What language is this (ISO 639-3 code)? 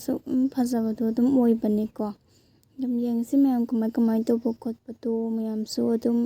mni